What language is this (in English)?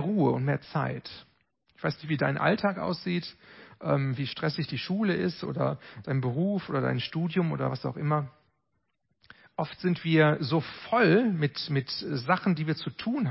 German